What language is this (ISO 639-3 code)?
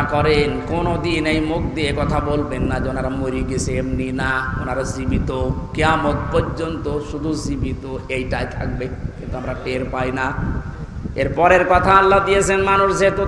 ben